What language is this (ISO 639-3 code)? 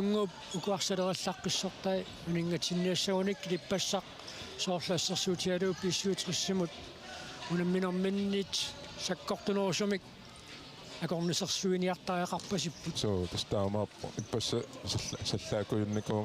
kal